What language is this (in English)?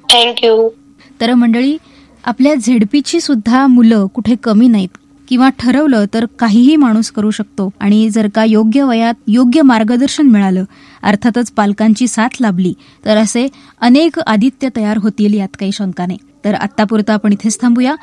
Marathi